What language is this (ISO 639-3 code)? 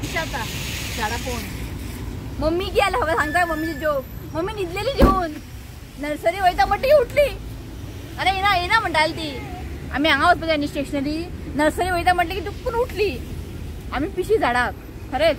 kok